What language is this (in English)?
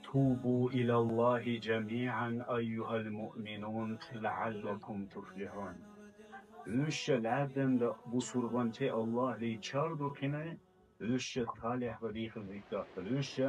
Dargwa